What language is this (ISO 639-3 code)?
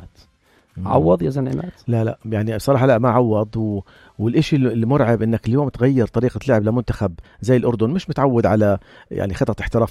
apc